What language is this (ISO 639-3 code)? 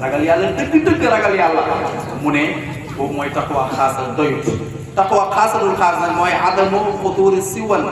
wol